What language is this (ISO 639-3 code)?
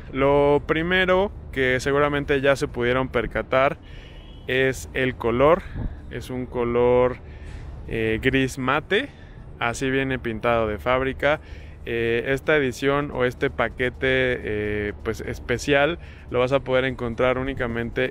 spa